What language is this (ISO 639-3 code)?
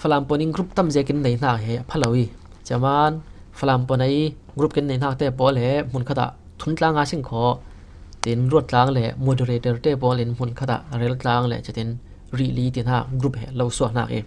cfm